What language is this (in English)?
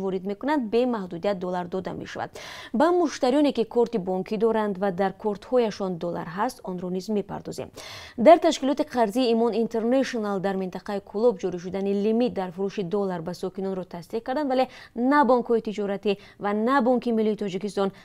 Tajik